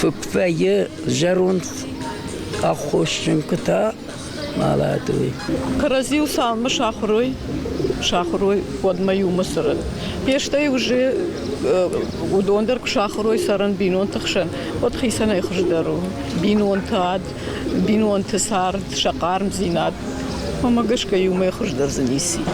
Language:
Ossetic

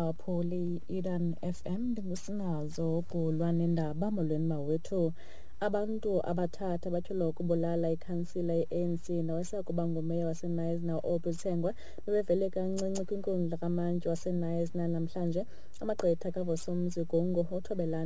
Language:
Xhosa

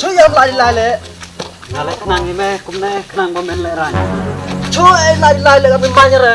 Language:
Khasi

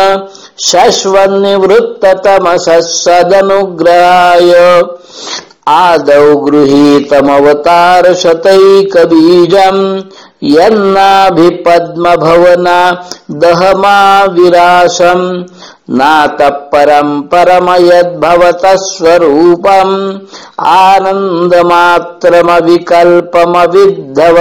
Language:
Sanskrit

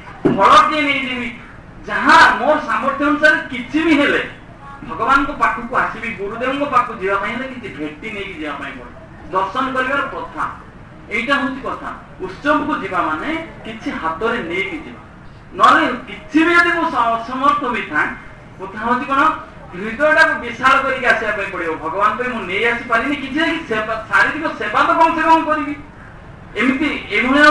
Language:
Odia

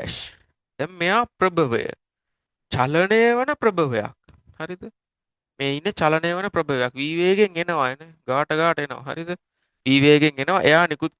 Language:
Sinhala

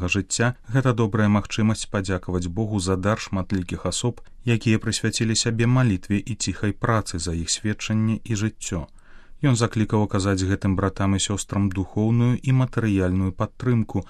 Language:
Belarusian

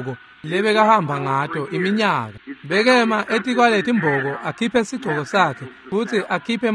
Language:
Swati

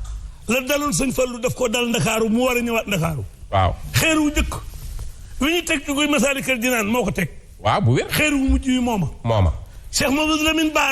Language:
Wolof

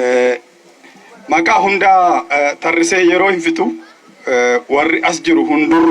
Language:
Oromo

